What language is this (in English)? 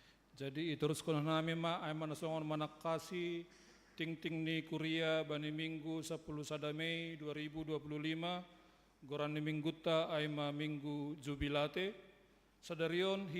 Batak Simalungun